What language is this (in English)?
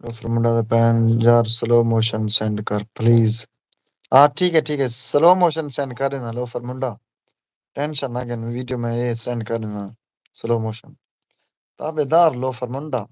Saraiki